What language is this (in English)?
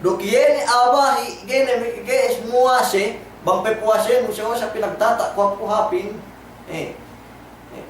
Yakan